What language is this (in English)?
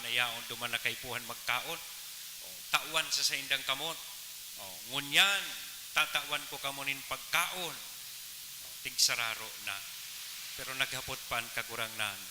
Bikol